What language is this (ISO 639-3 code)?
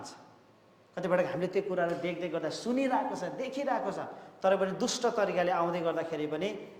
nep